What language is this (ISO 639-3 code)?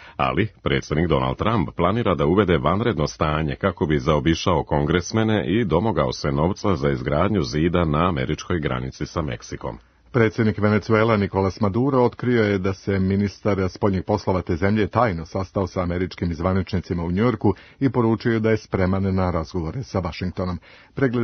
srp